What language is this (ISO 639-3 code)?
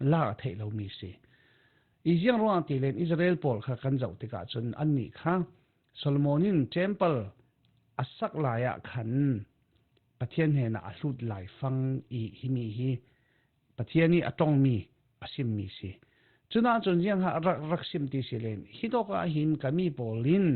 cfm